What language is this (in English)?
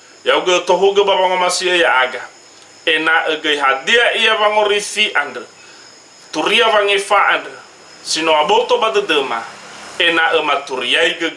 Nias